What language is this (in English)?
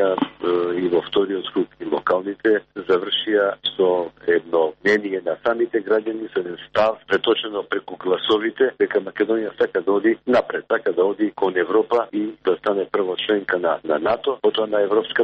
Macedonian